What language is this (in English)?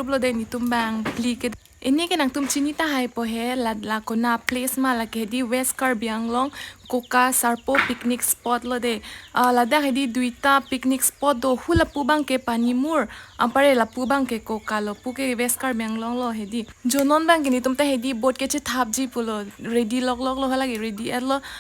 Karbi